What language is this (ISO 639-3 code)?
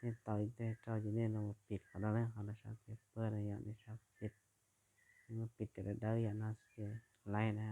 hmn